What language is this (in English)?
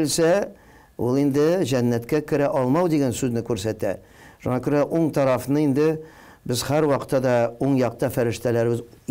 Tatar